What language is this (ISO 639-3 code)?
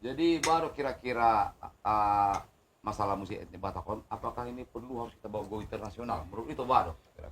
bbc